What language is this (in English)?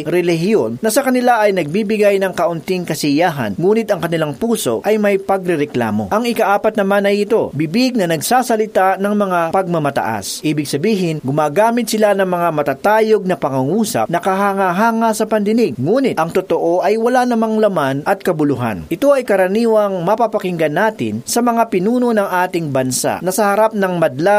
Filipino